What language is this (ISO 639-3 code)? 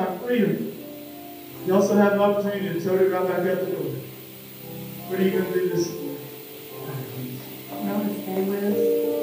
eng